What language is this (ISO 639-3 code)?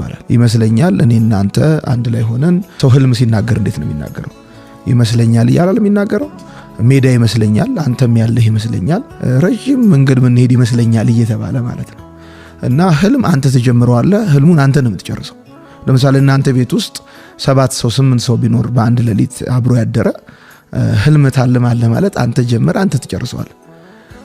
amh